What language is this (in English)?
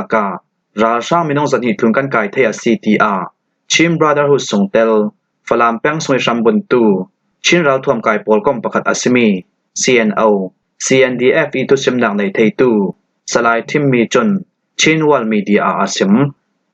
Falam Chin